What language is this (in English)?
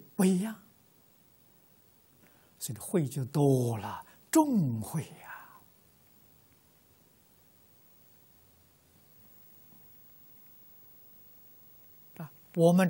Chinese